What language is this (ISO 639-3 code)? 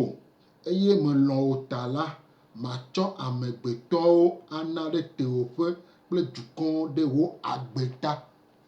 gej